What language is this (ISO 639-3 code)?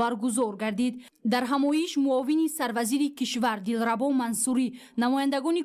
tgk